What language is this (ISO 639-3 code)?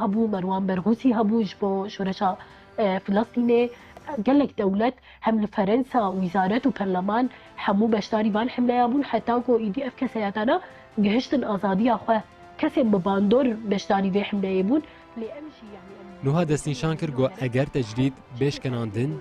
kur